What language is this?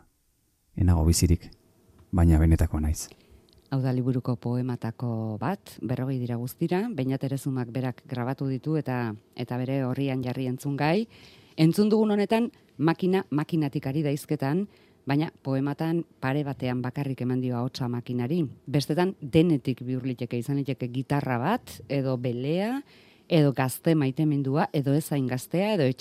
Basque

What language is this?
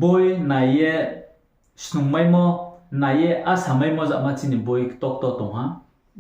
Riang (India)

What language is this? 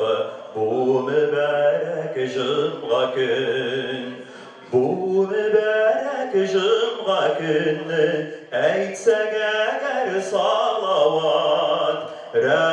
Tatar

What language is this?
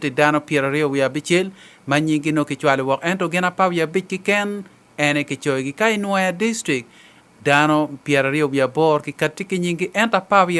Acoli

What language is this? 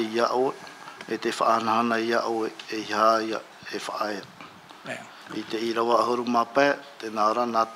Tahitian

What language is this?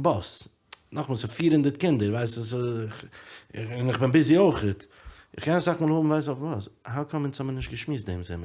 Yiddish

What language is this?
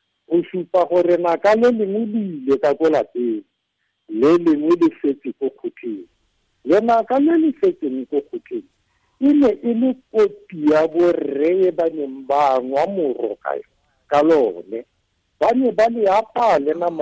Tswana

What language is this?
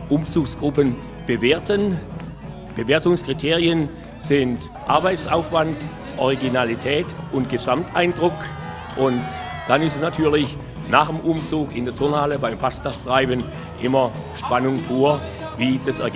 German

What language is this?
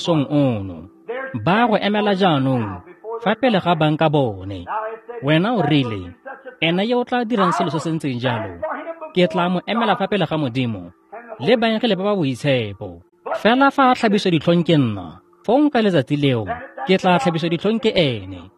Tswana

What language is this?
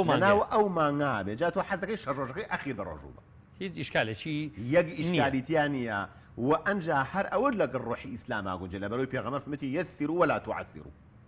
Central Kurdish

